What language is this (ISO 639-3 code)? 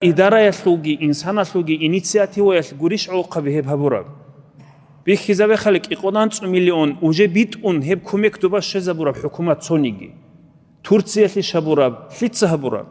ava